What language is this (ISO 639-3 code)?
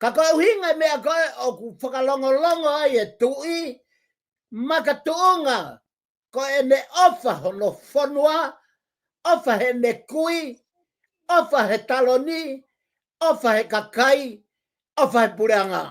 ton